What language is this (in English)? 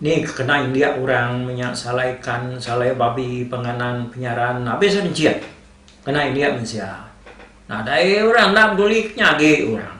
Iban